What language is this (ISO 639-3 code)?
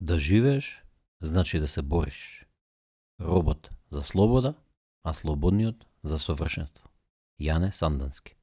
mkd